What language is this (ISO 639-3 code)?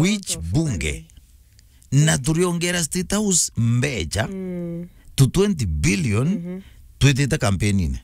mer